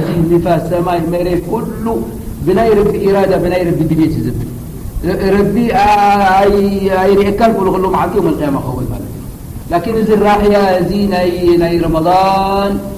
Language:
Tigrinya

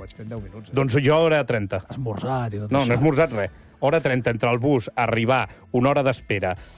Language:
Catalan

